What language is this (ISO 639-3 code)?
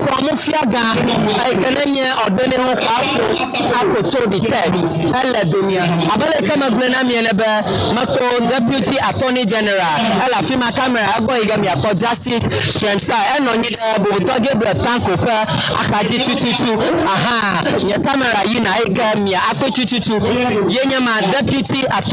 ewe